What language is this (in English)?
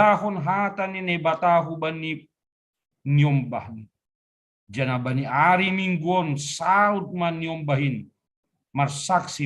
Batak Simalungun